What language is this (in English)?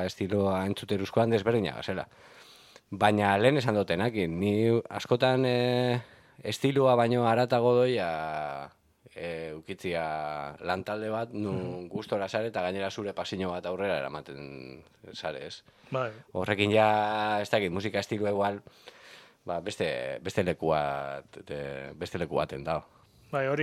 Basque